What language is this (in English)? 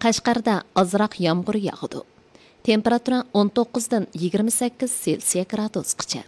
Uyghur